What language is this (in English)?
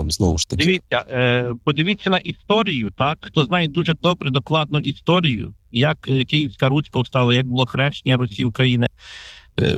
Ukrainian